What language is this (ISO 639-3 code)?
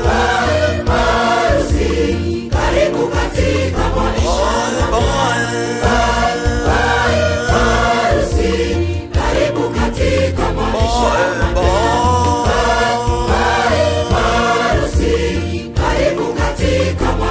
swa